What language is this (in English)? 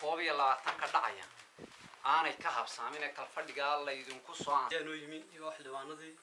Somali